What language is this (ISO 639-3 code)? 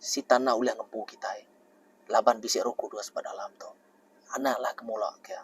iba